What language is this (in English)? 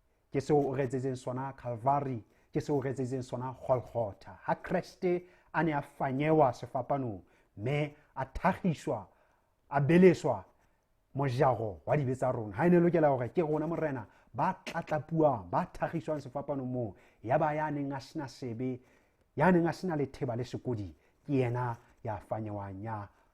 Southern Sotho